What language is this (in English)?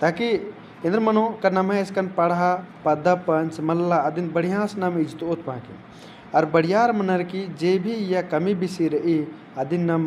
Kurukh